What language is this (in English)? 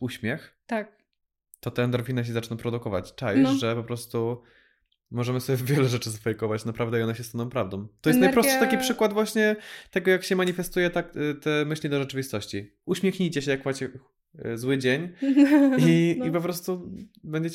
Polish